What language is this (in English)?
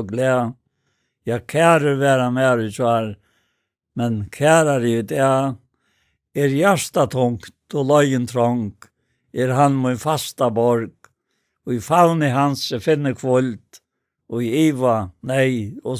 Faroese